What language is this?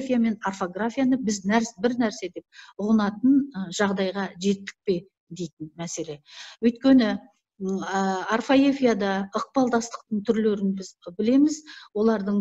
Kazakh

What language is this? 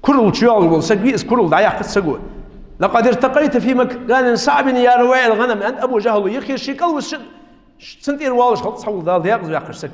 Ingush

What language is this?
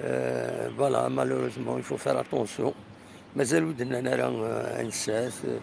Kabyle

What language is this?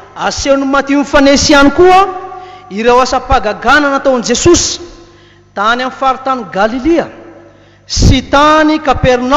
Malagasy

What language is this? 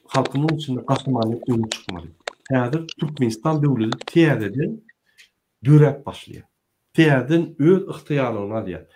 Turkmen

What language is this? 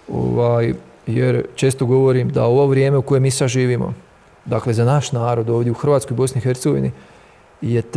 Croatian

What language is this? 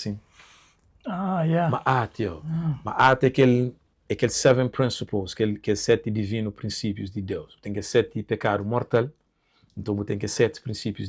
Kabuverdianu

